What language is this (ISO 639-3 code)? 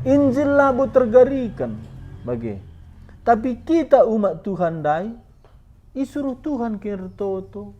btx